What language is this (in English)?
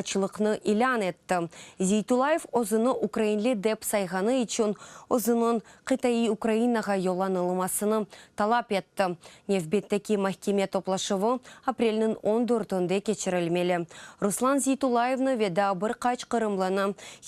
Crimean Tatar